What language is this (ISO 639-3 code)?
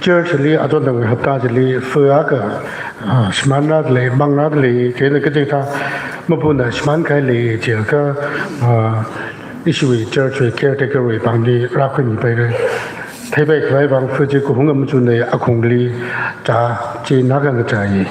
nmf